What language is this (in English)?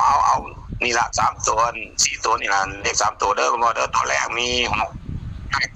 Northeastern Thai